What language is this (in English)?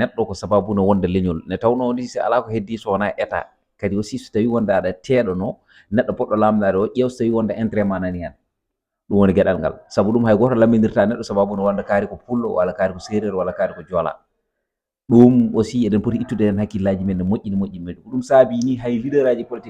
Fula